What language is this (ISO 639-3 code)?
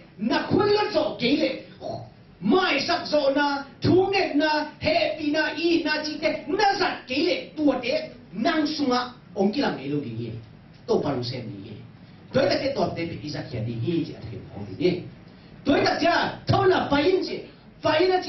ctd